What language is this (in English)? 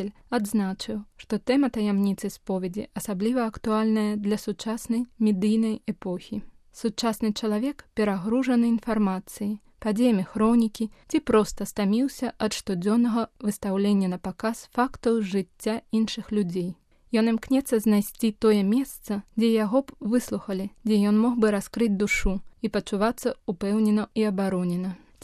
Belarusian